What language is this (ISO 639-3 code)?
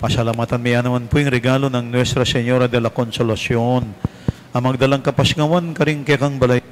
pam